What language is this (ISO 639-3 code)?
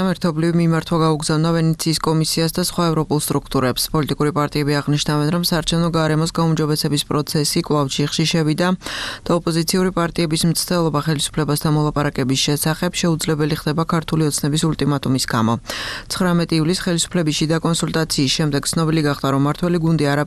kat